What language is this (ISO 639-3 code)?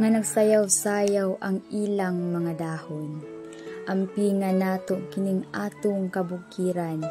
ceb